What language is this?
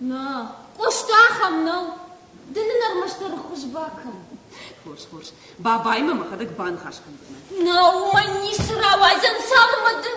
Ossetic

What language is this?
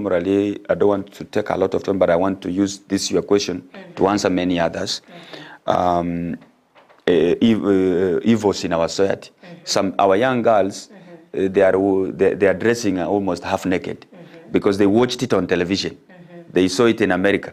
Gusii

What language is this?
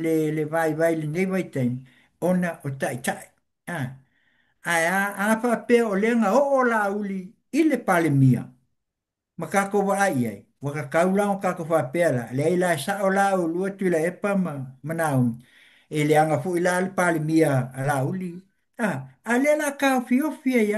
Samoan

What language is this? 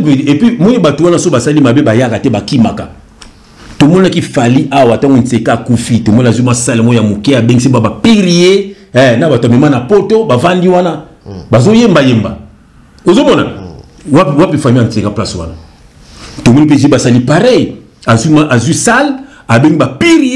Lingala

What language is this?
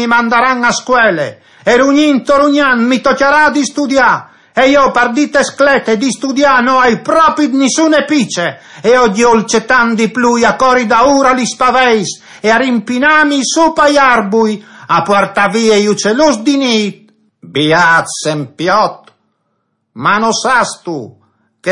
Friulian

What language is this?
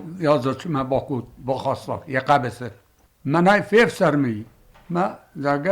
Ossetic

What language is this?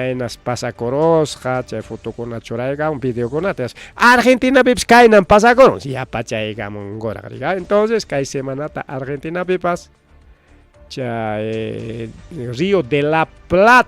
Ayacucho Quechua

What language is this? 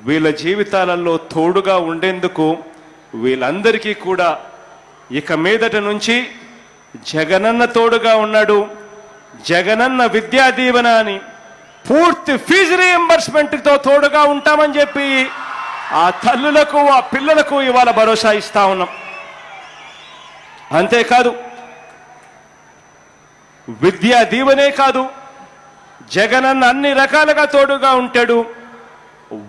Telugu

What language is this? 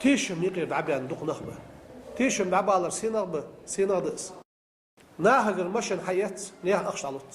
Ingush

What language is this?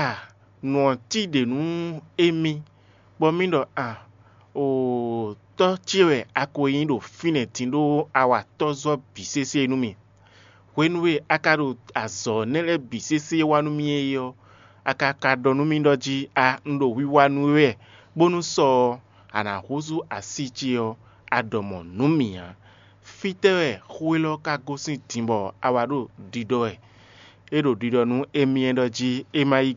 Fon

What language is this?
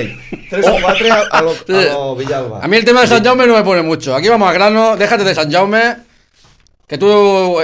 Catalan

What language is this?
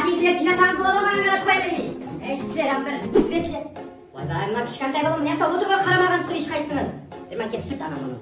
Kara-Kalpak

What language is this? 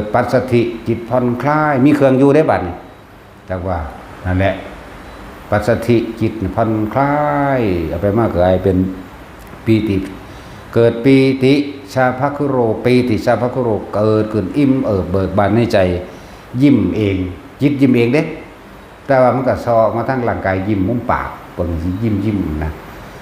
Northeastern Thai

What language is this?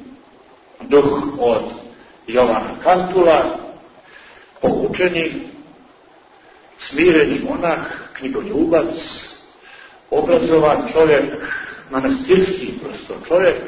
Serbian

